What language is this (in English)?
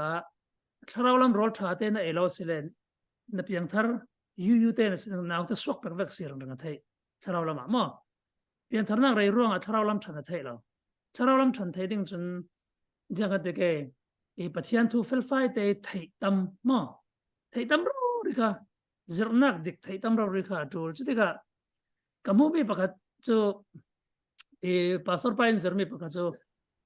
Falam Chin